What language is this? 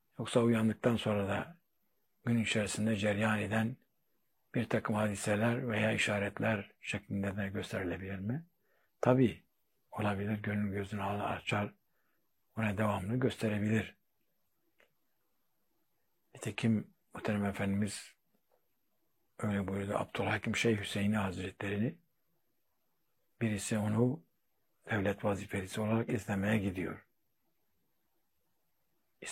Turkish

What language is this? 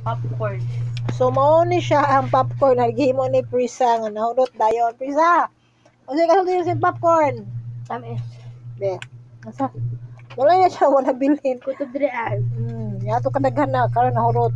Cebuano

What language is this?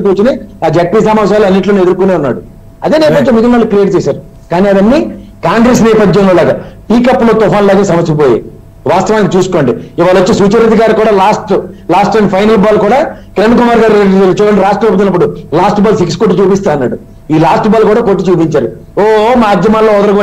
Telugu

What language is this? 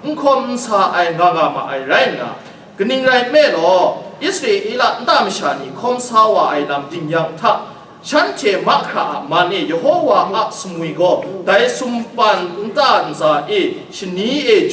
Kachin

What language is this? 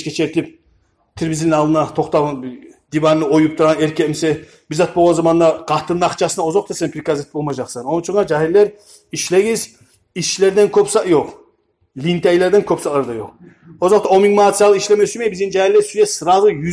Kumyk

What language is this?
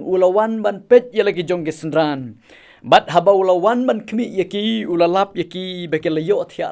Khasi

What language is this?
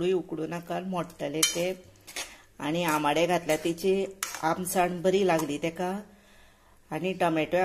Konkani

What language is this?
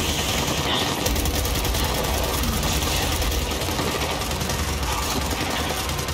Spanish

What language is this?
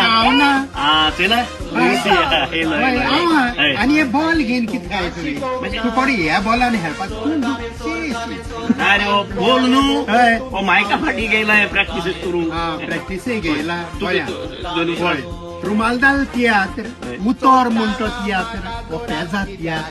Konkani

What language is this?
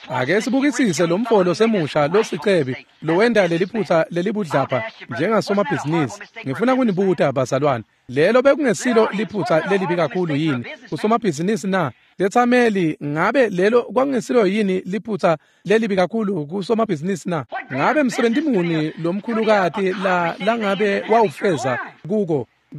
Swati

